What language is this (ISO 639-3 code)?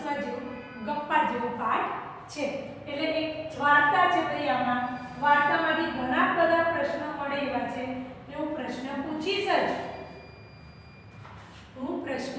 guj